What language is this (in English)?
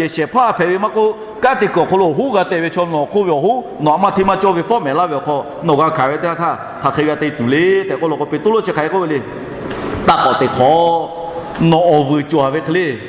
Lahu